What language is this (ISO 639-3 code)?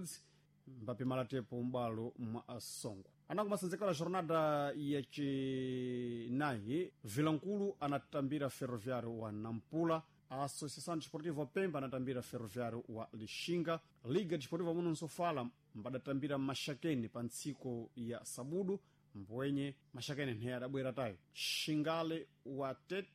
seh